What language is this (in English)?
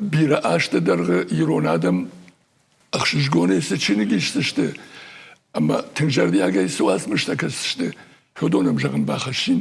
Ossetic